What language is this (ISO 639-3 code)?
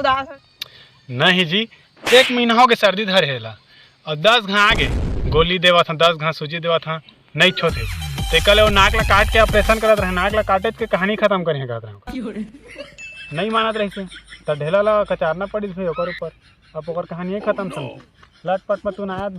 hne